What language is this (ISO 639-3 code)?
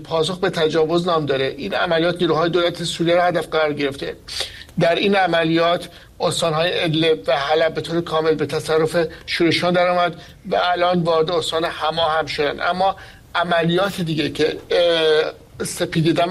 fas